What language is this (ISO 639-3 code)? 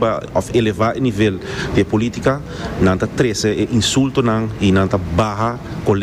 pap